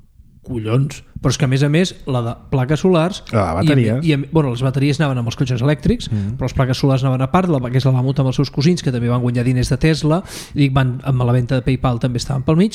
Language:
Catalan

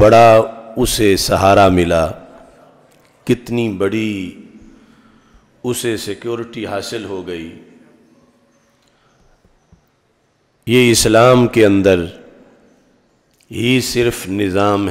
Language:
Urdu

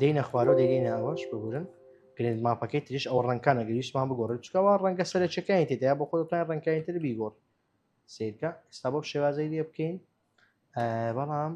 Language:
Central Kurdish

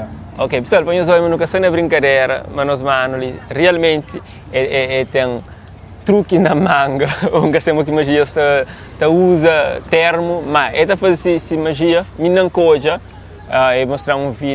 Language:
Kabuverdianu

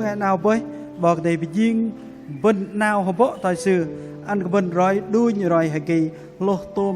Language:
Bahnar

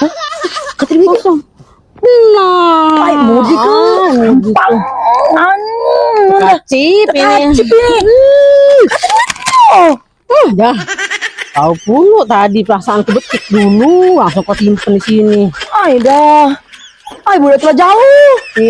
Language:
Musi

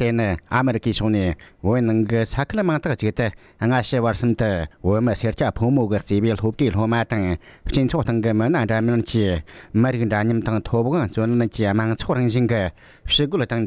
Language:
Tibetan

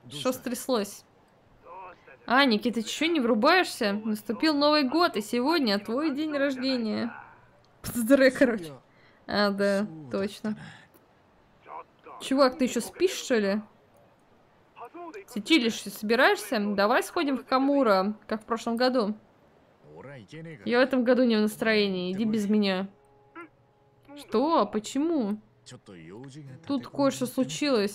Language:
Russian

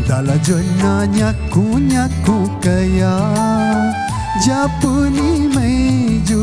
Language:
Newari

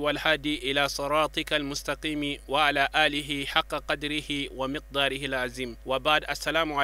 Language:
Bambara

